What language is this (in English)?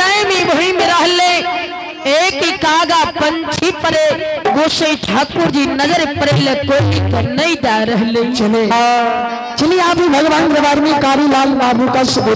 Maithili